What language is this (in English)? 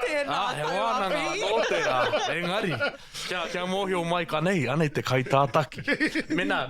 Māori